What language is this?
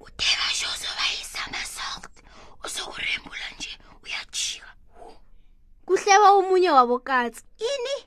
South Ndebele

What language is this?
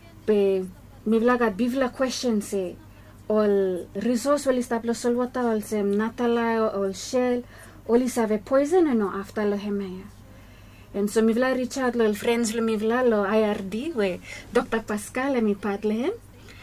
Bislama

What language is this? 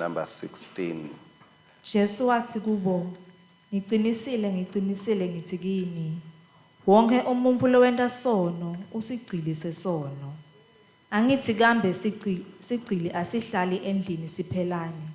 Swati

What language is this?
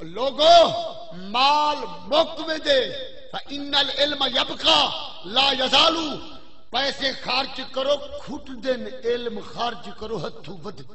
Saraiki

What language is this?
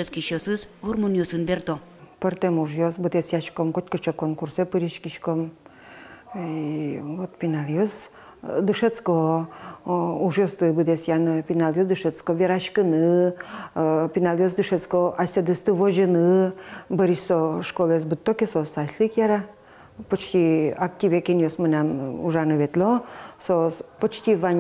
Udmurt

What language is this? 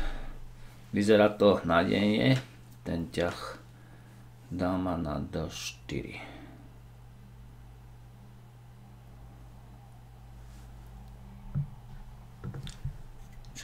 Slovak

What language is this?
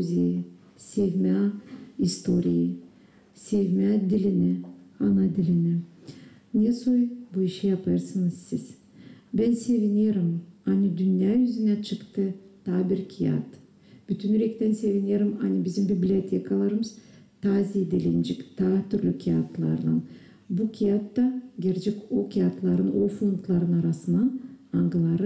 Gagauz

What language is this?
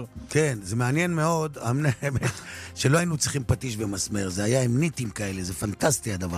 Hebrew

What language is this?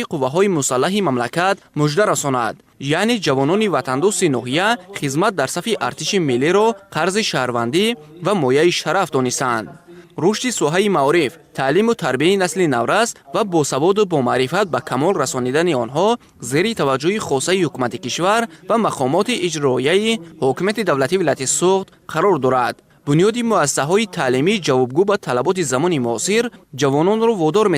Tajik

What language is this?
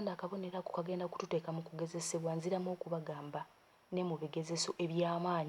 Ganda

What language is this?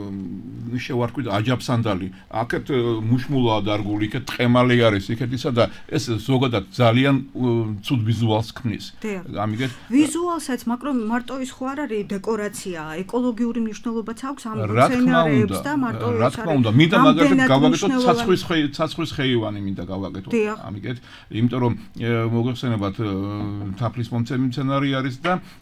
Georgian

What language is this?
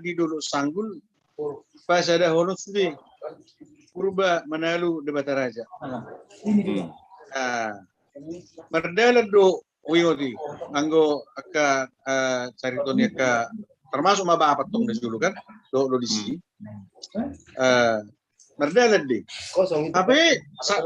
Batak Toba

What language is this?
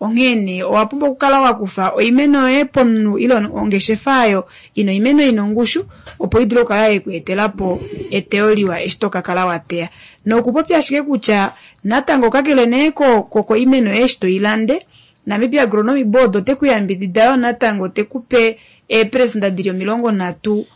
Kuanyama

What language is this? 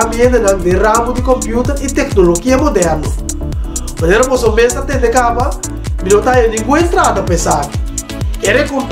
Papiamento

